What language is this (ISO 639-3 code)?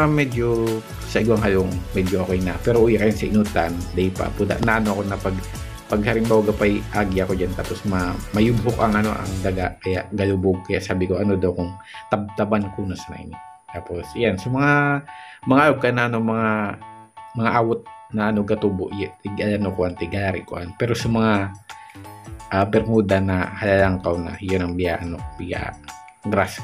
bik